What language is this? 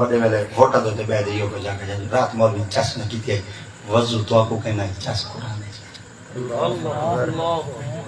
Saraiki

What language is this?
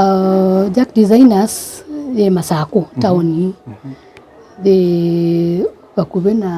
Kamba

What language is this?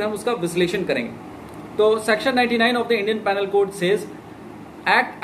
Hindi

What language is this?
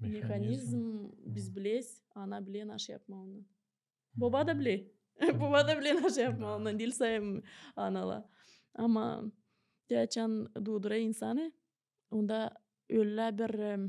Gagauz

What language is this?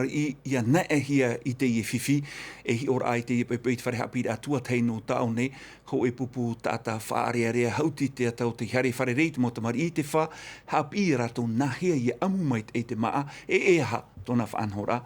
Tahitian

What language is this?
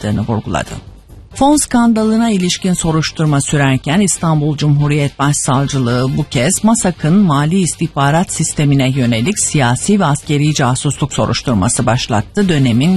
Turkish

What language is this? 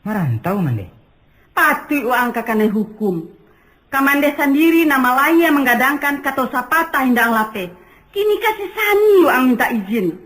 Minangkabau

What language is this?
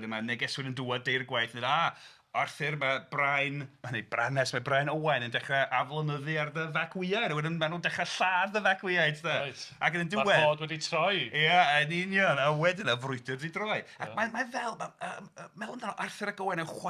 Welsh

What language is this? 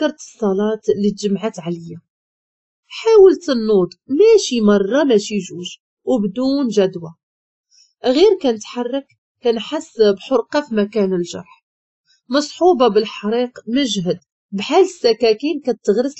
Moroccan Arabic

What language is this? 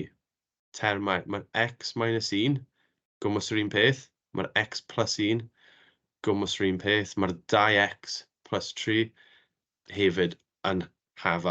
Welsh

